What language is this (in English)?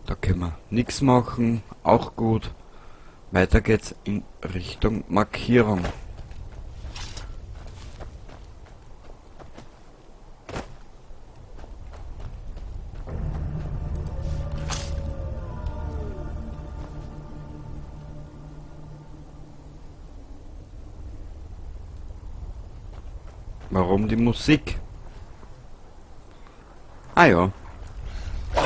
German